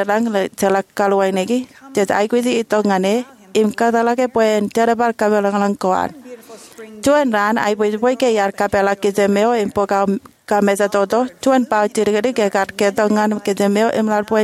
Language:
Marshallese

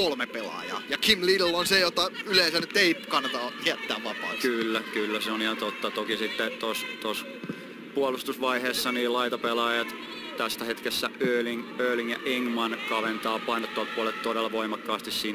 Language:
Finnish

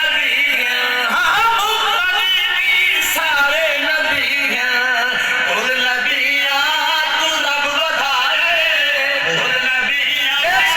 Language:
Saraiki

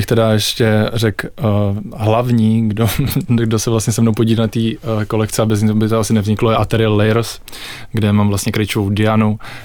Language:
Czech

